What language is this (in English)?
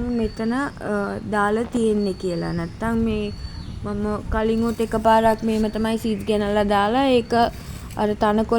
Sinhala